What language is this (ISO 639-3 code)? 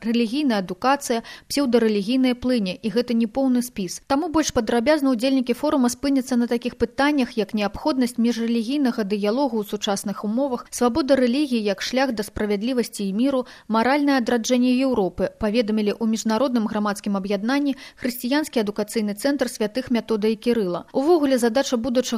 bel